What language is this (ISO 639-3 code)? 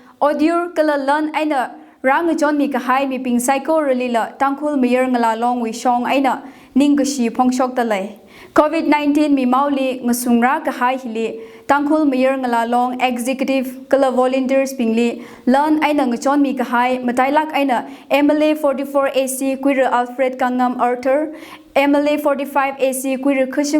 nmf